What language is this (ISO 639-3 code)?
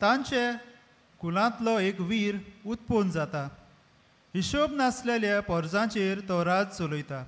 kok